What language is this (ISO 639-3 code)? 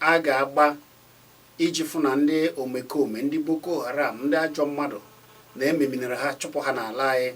ibo